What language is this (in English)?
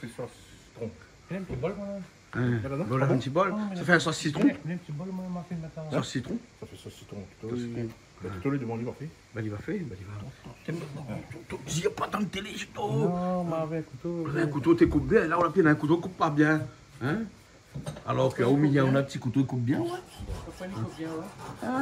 Réunion Creole French